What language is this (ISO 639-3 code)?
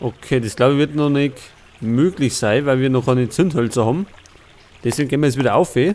bar